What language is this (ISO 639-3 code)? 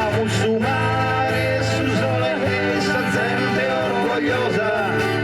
srd